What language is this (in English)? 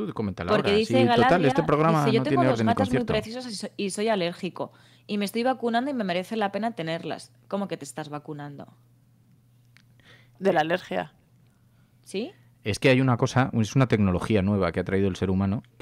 Spanish